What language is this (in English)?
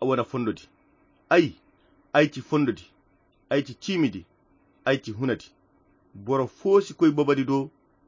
Koyra Chiini